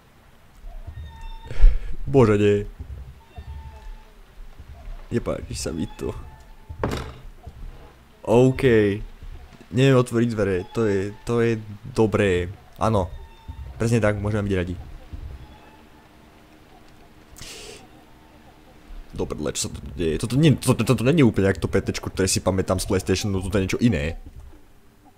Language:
Slovak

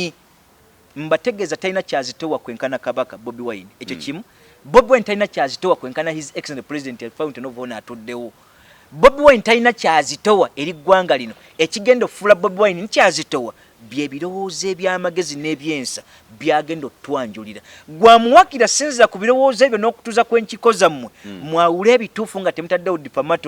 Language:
Ganda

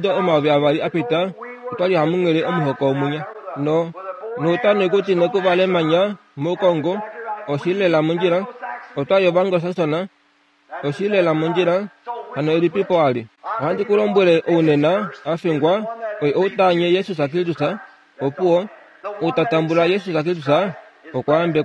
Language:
Kuanyama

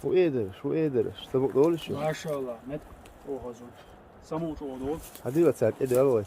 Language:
Chechen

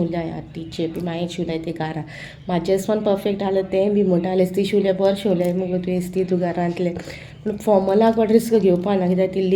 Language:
Konkani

